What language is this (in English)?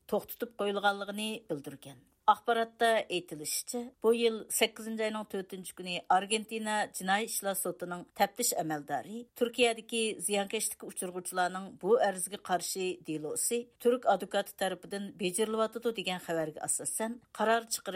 Uyghur